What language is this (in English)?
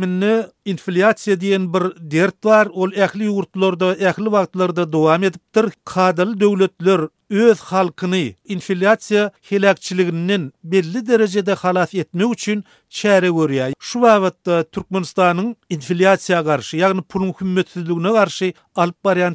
Turkmen